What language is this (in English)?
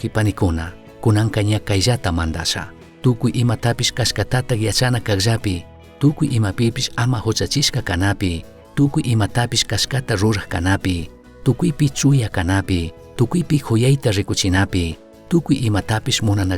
Chimborazo Highland Quichua